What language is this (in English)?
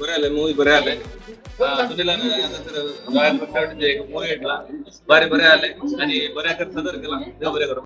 Konkani